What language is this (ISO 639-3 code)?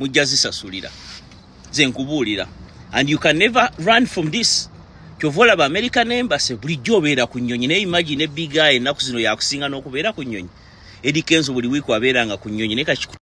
lug